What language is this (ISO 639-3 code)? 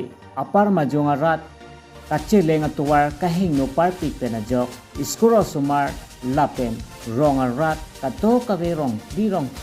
mjw